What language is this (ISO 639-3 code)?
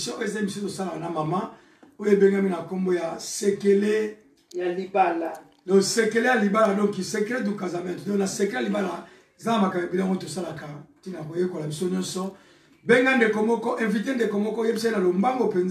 lin